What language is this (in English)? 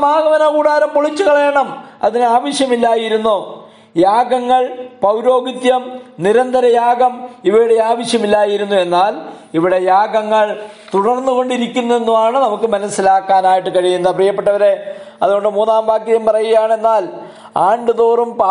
Malayalam